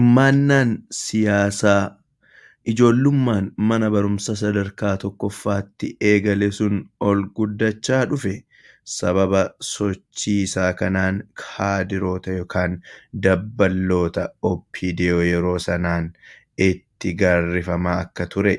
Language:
Oromo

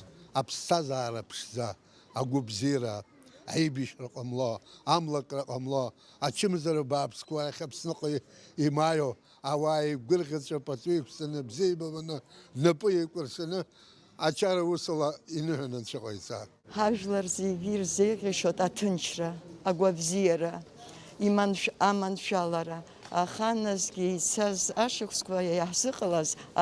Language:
Abkhazian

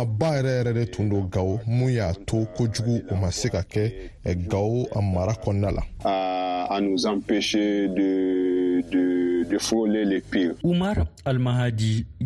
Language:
Bambara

